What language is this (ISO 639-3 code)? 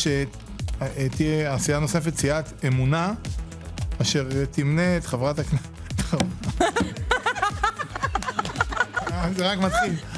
heb